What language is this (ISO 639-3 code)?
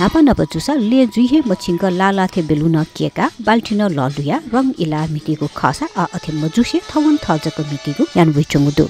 new